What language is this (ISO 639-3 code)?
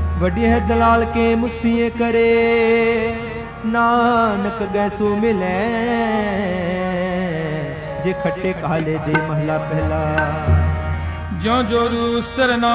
pan